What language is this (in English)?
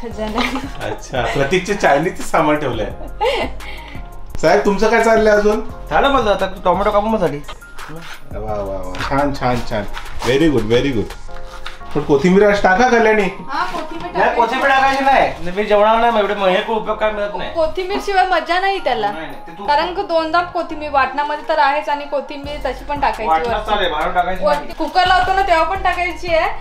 Marathi